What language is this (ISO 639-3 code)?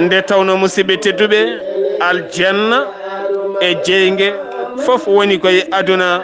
ful